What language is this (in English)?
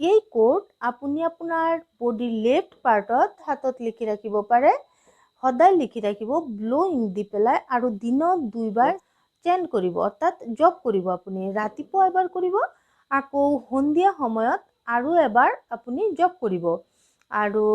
Assamese